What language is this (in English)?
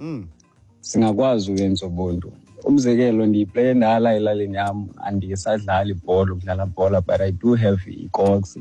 Xhosa